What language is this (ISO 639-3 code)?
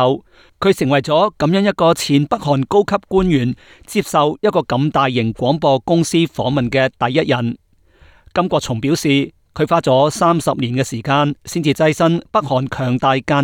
yue